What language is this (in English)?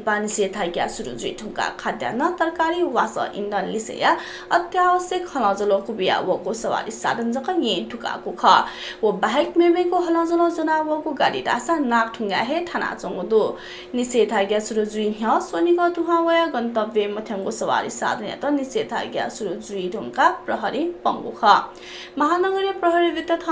Newari